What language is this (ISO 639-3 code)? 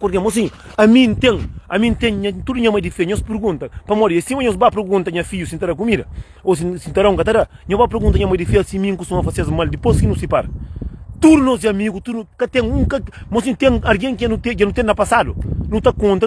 kea